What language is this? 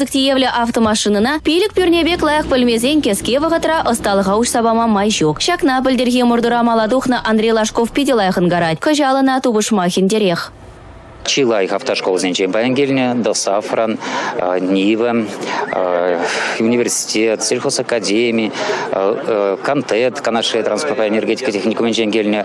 Chuvash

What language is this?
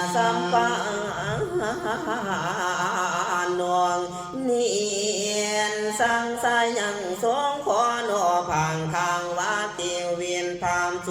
Pali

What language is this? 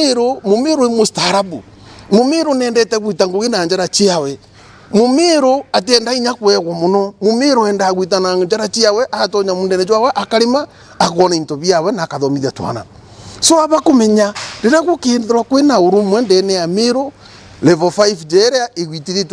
Meru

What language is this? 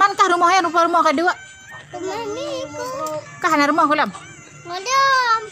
Achinese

